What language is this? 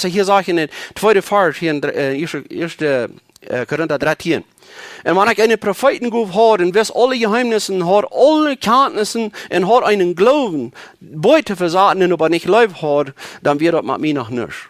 Plautdietsch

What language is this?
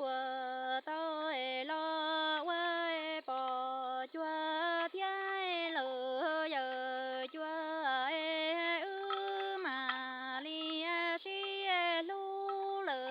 Hmong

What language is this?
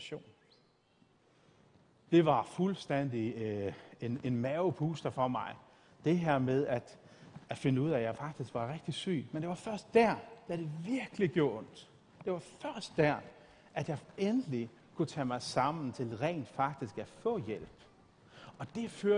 Danish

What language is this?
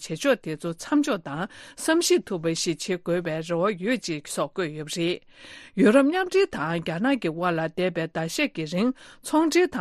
Tibetan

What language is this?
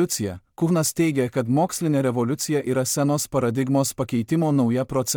Lithuanian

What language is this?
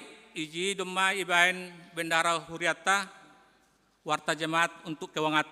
Batak Simalungun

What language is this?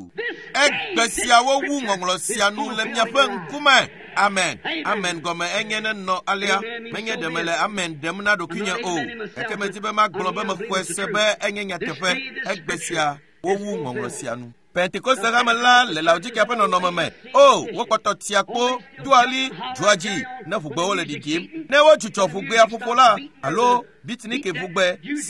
Ewe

